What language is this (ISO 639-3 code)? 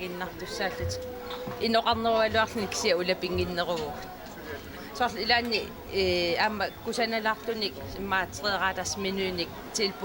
kal